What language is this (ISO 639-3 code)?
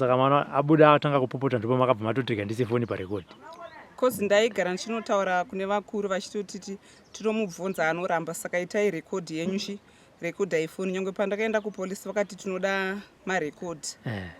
sna